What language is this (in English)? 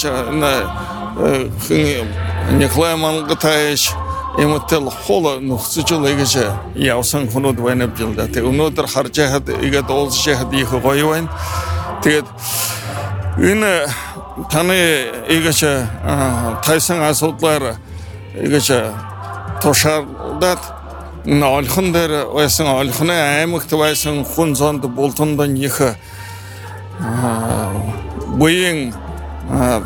Buriat